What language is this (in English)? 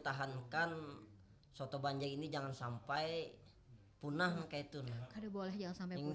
Banjar